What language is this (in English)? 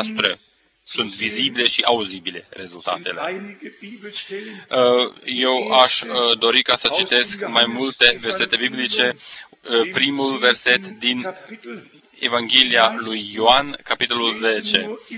Romanian